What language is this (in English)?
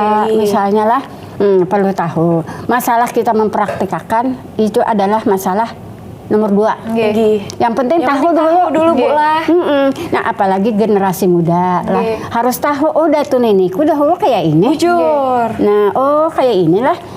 Banjar